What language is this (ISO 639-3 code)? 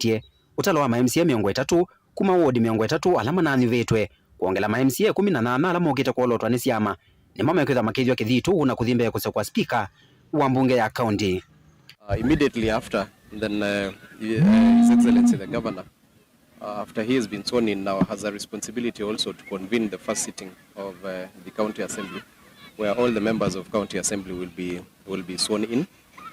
kam